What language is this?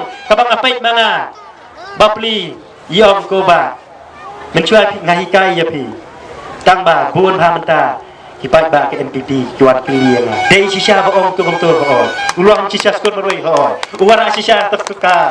Khasi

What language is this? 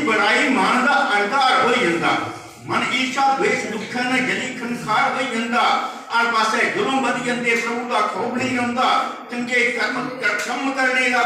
Dogri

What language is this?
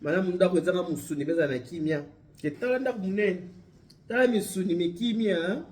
Lingala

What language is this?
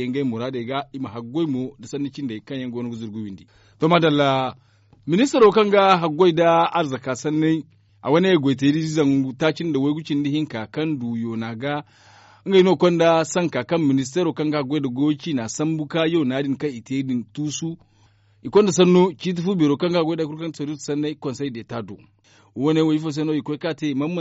Zarma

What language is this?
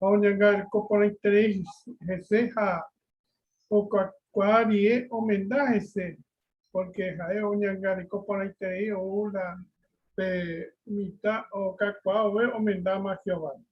Guarani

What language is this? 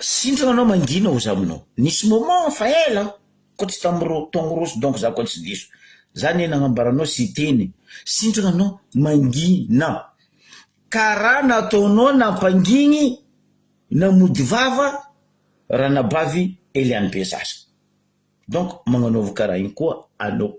Malagasy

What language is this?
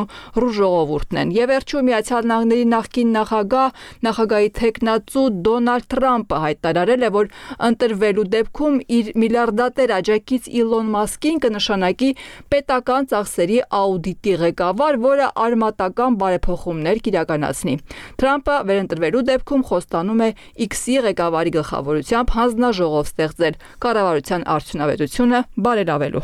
Armenian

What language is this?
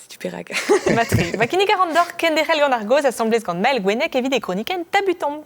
Breton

